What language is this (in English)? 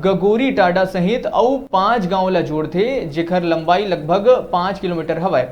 Chhattisgarhi